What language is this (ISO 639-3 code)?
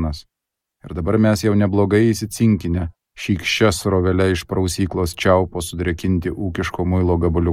lit